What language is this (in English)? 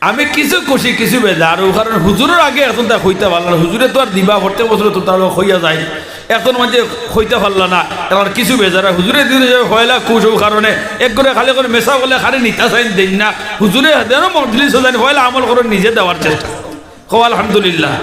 Sylheti